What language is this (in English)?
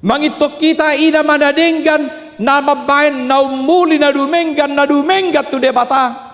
Batak Toba